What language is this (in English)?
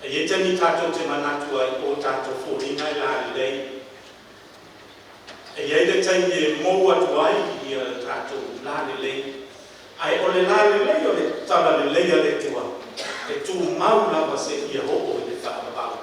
Samoan